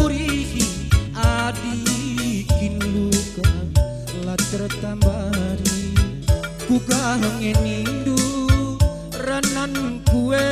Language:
Batak Karo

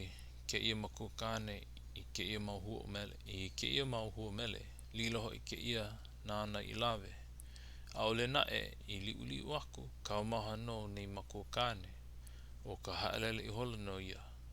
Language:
Hawaiian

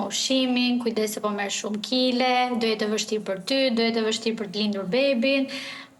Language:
Albanian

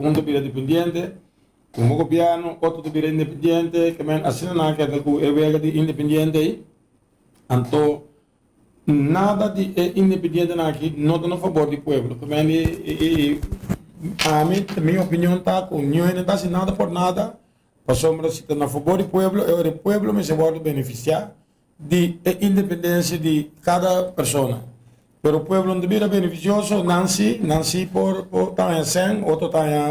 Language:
Papiamento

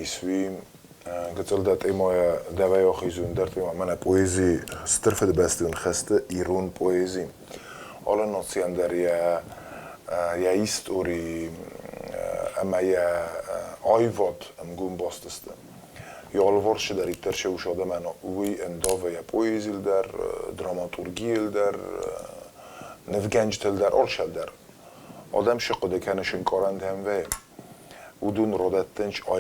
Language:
Ossetic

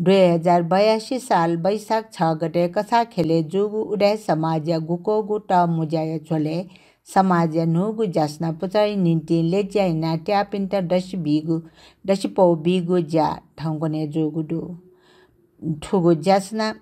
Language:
Newari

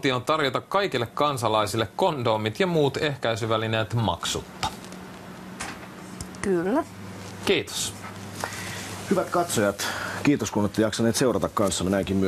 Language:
Finnish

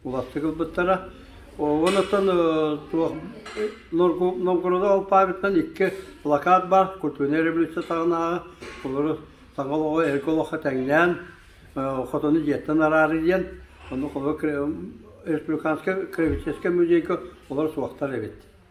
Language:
Yakut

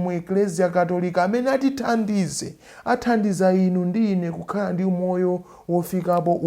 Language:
Nyanja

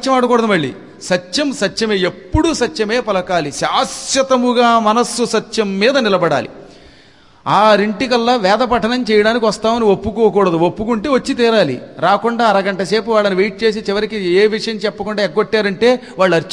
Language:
Telugu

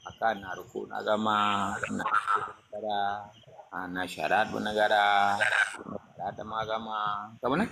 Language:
Achinese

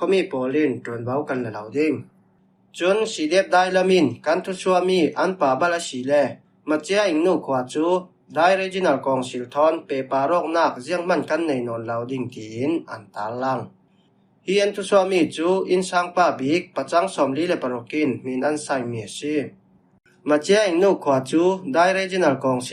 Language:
Falam Chin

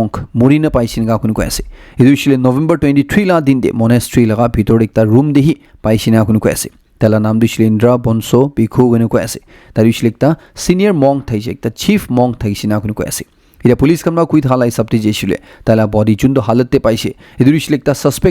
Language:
Naga Pidgin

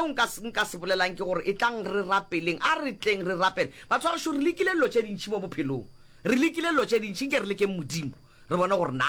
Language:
Northern Sotho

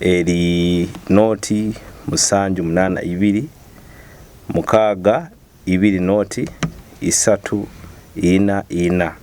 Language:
Nyoro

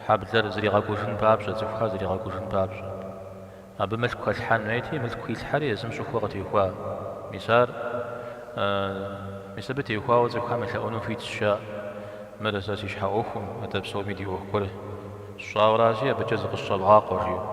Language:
Kabardian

